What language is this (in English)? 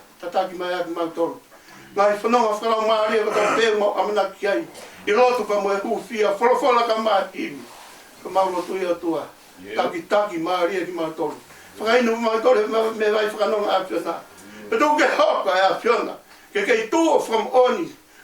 Tongan